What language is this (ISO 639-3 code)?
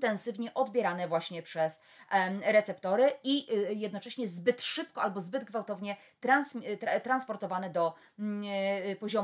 pol